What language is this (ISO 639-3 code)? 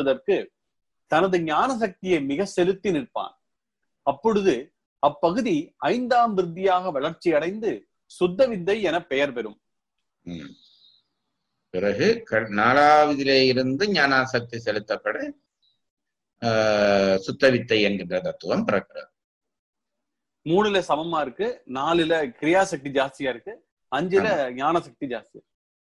tam